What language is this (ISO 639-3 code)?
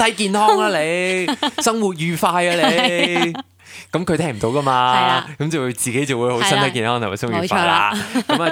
yue